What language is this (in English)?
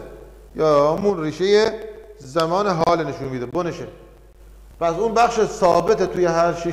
Persian